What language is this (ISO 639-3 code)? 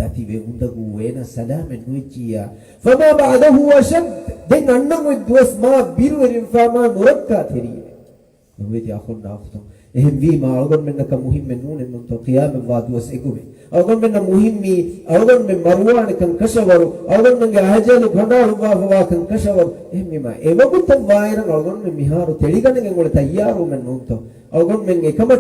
div